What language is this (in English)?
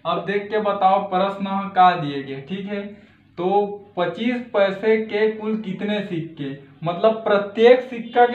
Chhattisgarhi